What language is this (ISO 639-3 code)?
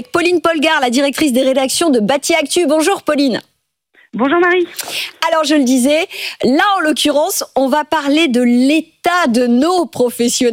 fra